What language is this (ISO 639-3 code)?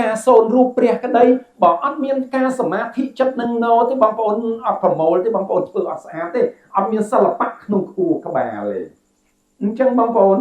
khm